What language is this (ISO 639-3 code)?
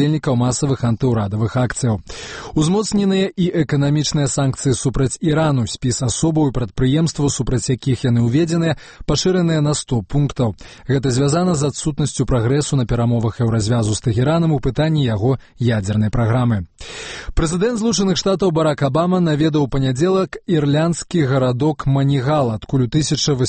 bel